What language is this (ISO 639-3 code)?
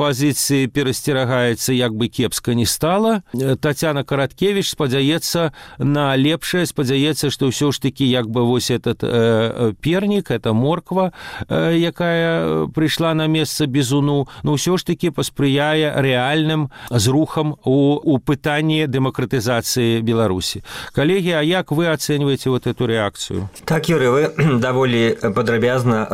bel